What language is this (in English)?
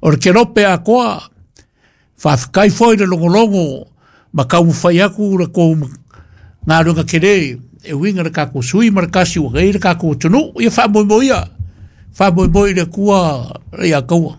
Samoan